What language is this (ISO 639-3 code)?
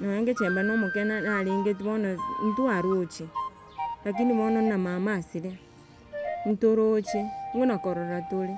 guz